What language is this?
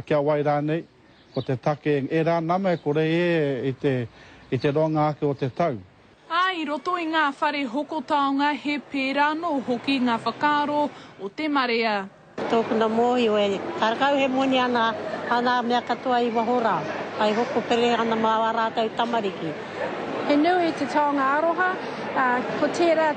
Māori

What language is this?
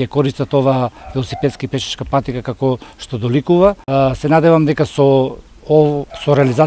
Macedonian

